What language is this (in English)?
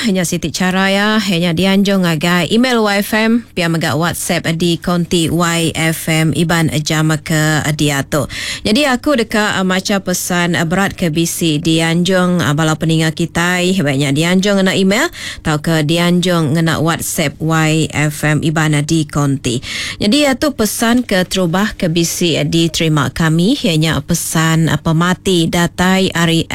Iban